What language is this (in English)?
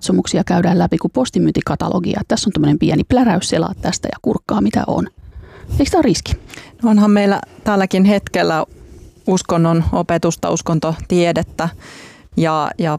Finnish